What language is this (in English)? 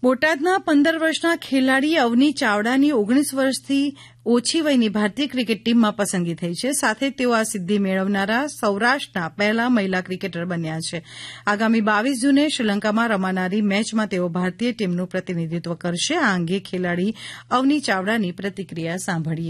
Gujarati